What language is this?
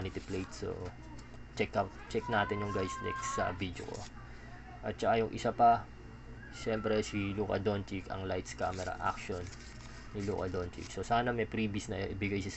Filipino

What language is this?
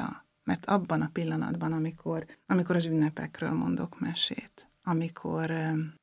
Hungarian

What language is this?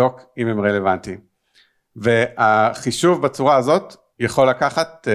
Hebrew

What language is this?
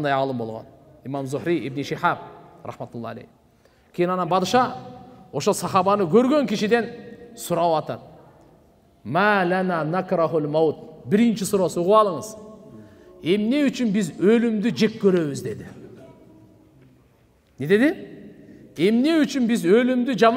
Kyrgyz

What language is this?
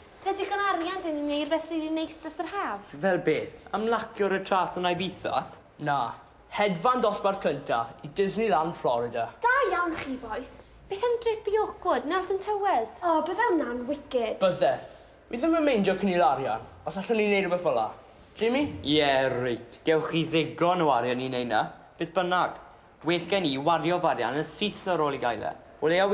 Welsh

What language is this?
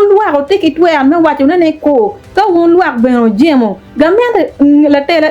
Acoli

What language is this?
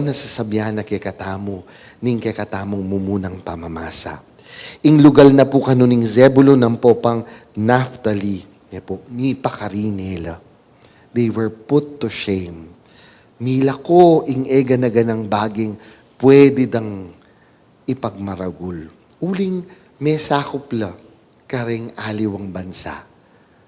Pampanga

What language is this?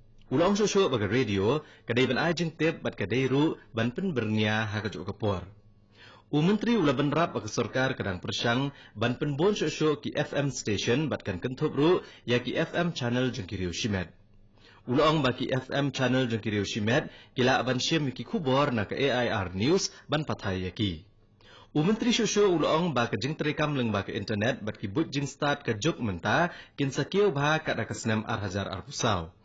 Khasi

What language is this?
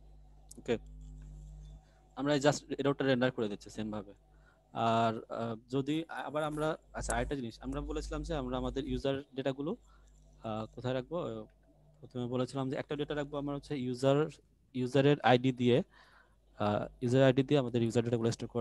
Bangla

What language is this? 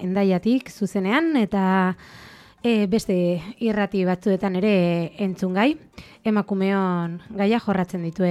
Basque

